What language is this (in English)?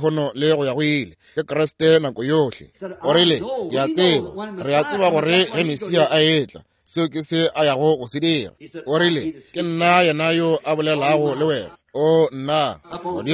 Northern Sotho